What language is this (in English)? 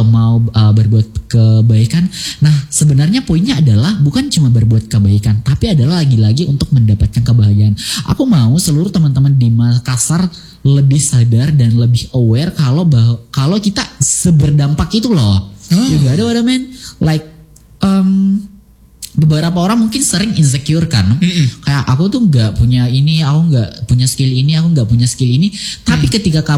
Indonesian